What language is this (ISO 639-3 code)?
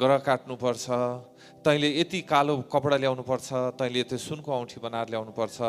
nep